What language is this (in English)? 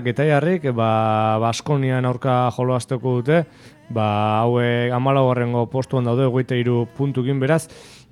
Basque